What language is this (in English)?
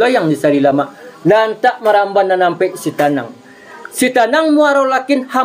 Minangkabau